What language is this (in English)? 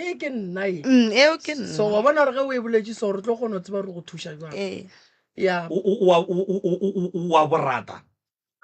Northern Sotho